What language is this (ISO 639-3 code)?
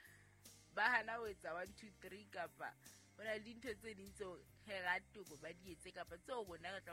sot